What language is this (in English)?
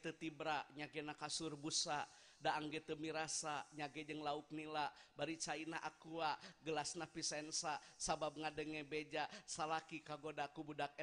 Sundanese